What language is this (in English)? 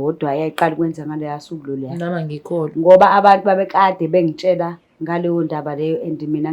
Zulu